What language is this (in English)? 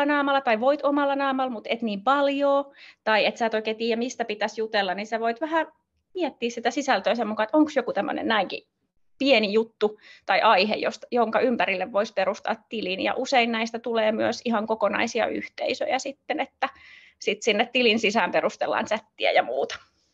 Finnish